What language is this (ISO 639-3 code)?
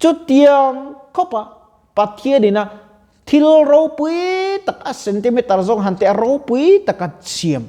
lus